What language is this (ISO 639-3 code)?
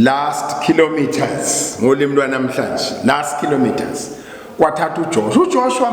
zul